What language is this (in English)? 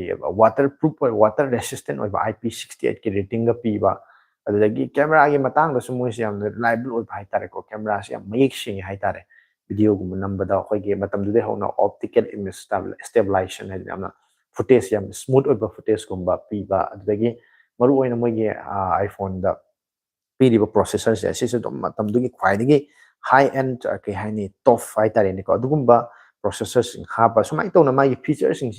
Manipuri